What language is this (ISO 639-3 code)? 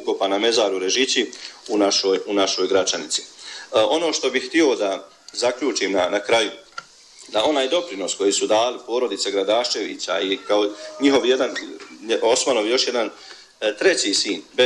bos